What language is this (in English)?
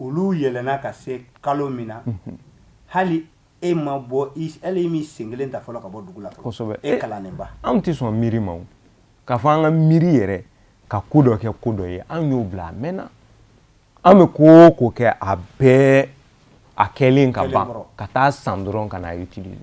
Bambara